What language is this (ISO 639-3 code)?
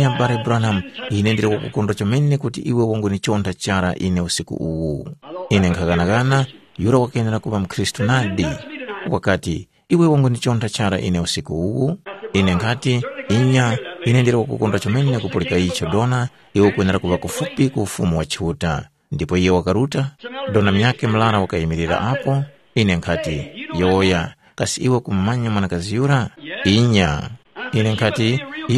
tum